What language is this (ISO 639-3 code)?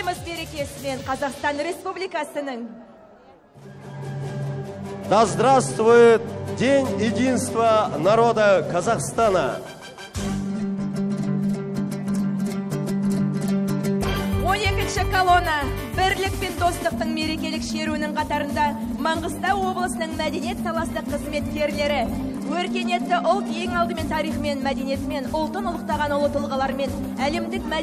kaz